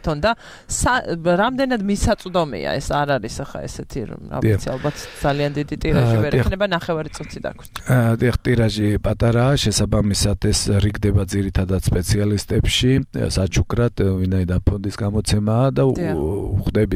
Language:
Georgian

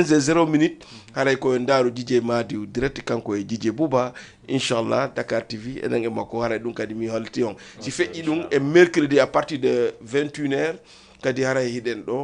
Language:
Fula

